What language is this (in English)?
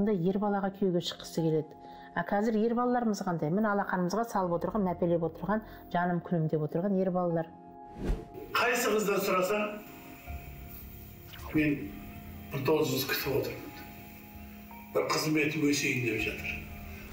Kazakh